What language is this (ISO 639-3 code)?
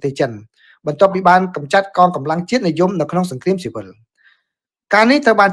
khm